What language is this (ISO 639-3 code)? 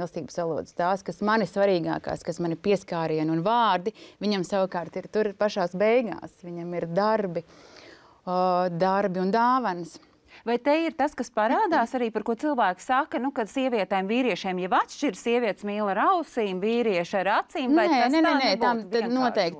lav